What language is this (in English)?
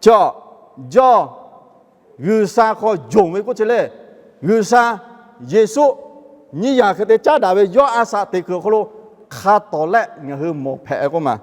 Lahu